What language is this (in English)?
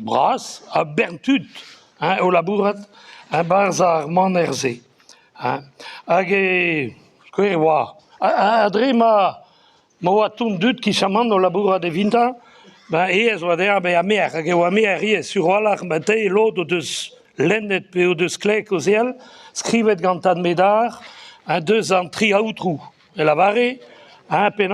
Breton